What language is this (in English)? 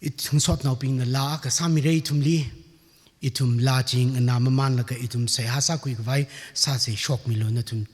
Tangkhul Naga (India)